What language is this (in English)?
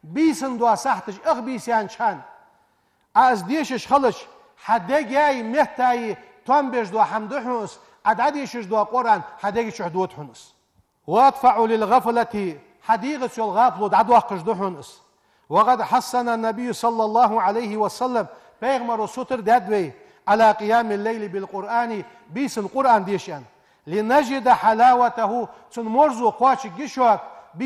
Ingush